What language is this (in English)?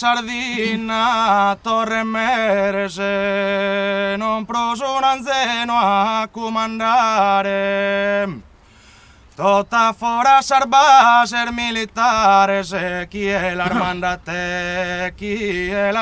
Sardinian